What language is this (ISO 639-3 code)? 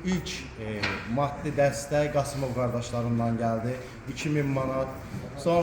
aze